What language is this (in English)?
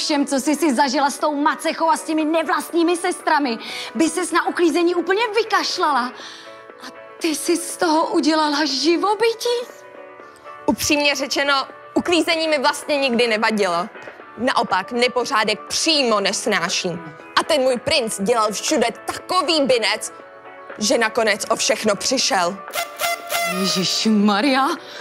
Czech